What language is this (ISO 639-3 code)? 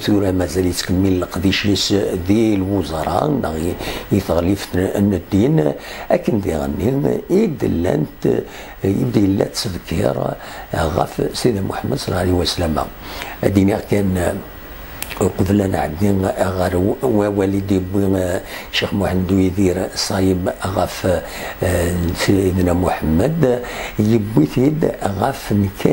kab